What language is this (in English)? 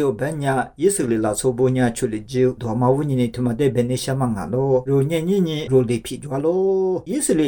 Lisu